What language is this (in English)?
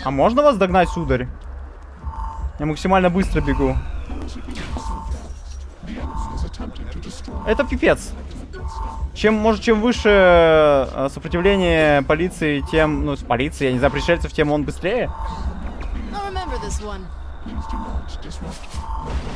Russian